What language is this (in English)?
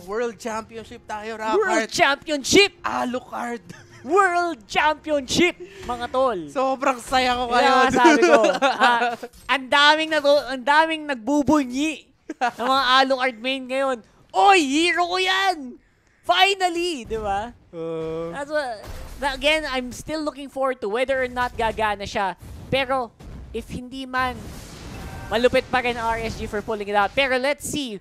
Filipino